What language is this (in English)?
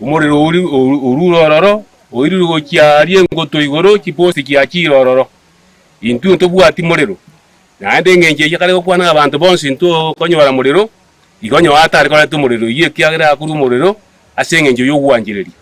Gusii